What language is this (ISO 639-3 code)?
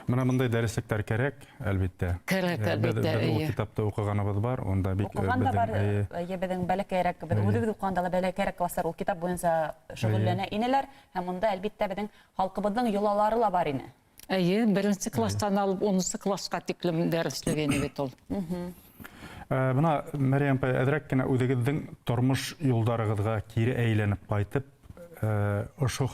bak